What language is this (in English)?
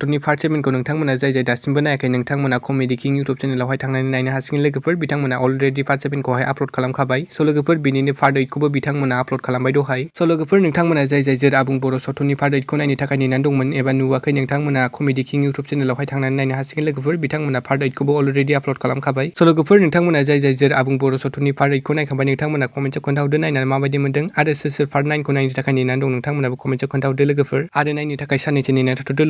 Bodo